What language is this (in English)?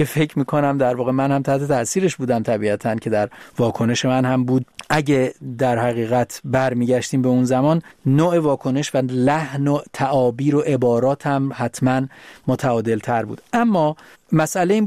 Persian